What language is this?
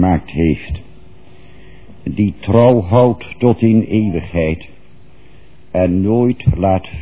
Dutch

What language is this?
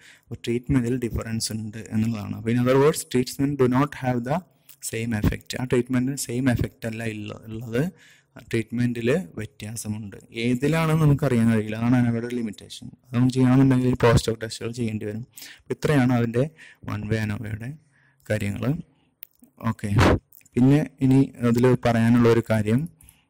Malayalam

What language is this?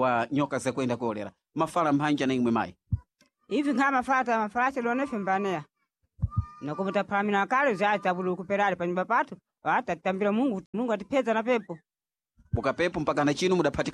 Sena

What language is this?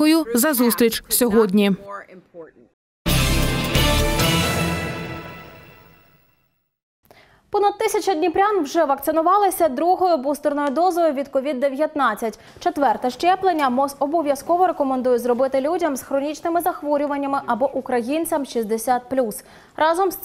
Ukrainian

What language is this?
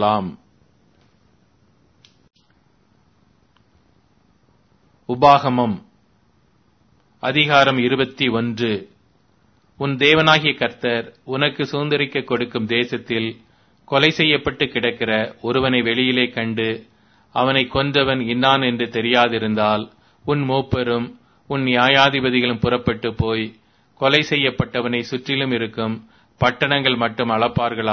Tamil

